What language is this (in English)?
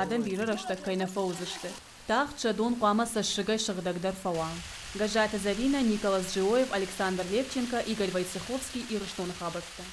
Ossetic